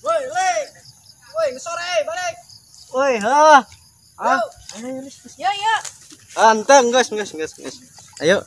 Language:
Sundanese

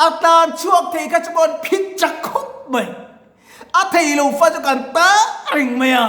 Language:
Mizo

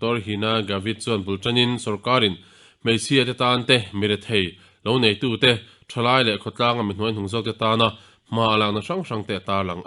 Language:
Mizo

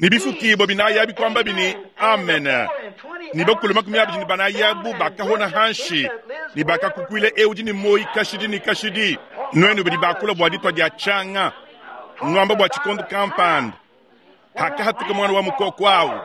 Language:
Luba-Lulua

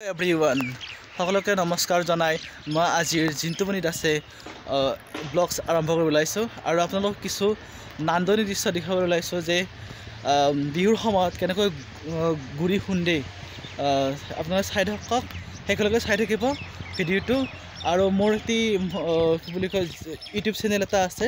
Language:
Assamese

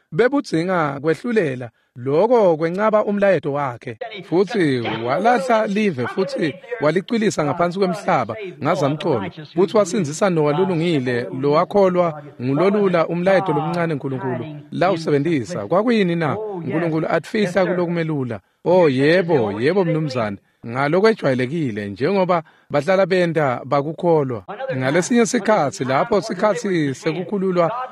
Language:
Swati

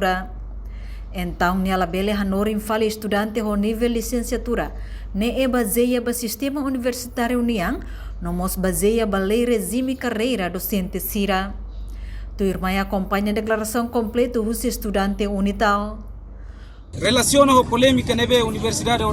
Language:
Tetum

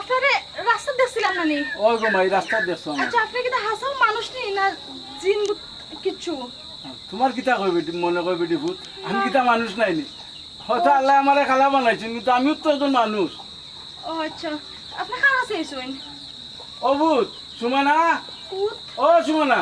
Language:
Sylheti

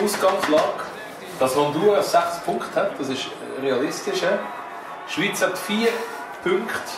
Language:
Swiss German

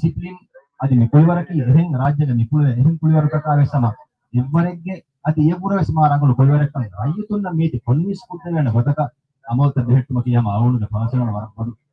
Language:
Divehi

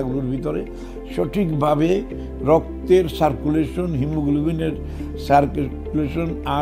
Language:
Bangla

